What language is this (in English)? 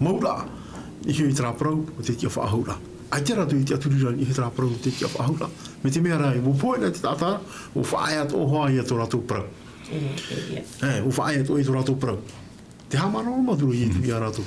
Tahitian